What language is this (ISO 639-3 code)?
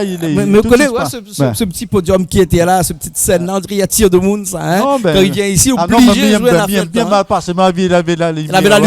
rcf